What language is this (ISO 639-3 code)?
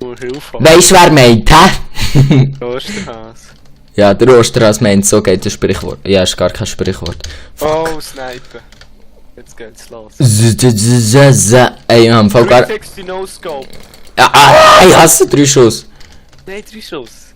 gsw